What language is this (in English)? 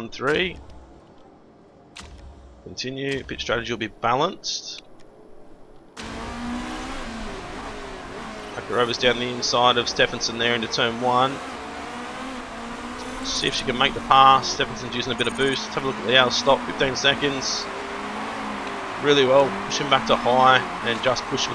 English